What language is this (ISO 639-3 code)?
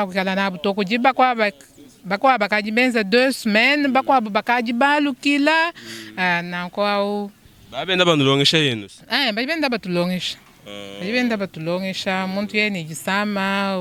lua